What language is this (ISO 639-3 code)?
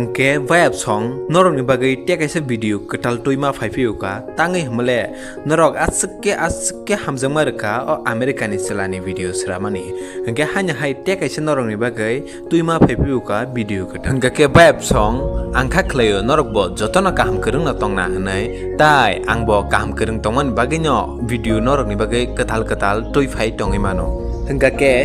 trp